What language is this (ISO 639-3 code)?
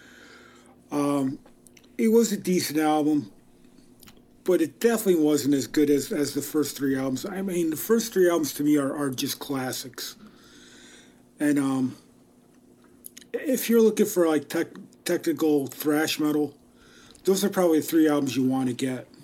eng